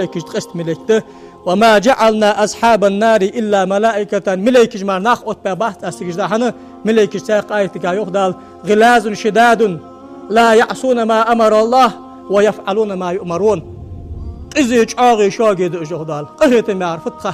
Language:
Ingush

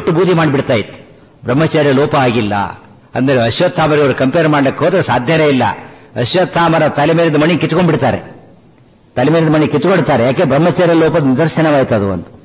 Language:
Kannada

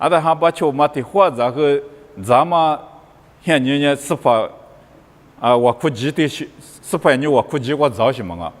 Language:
Lisu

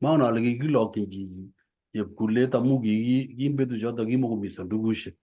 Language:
Kalenjin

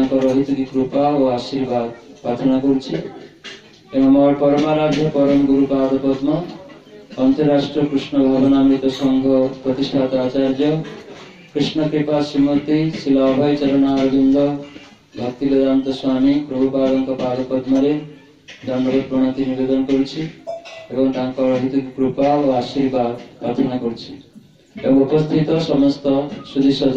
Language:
Odia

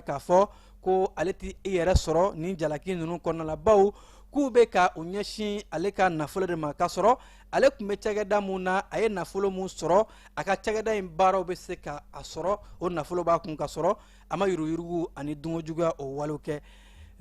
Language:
Bambara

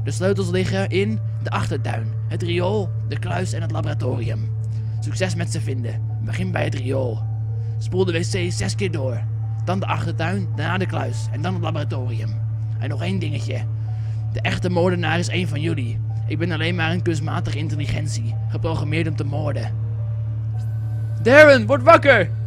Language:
Dutch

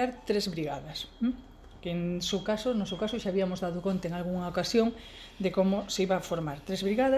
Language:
Galician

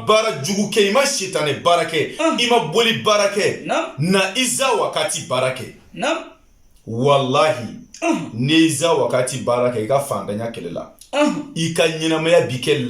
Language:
Bambara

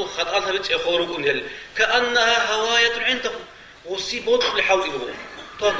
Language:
Avaric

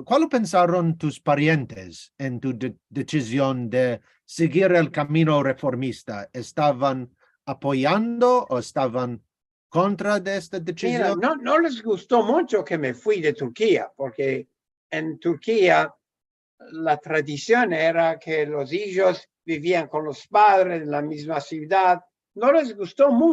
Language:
Ladino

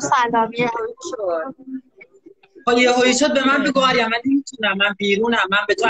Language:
Persian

